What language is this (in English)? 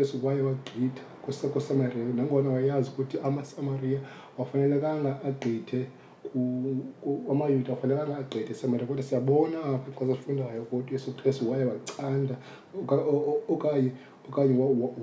Xhosa